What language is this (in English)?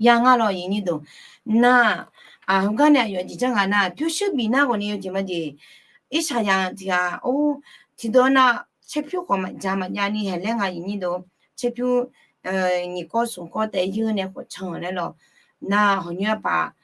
Akha